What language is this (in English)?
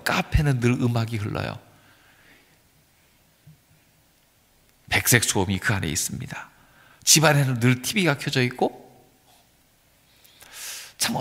Korean